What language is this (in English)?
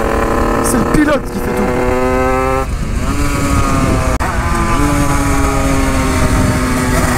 French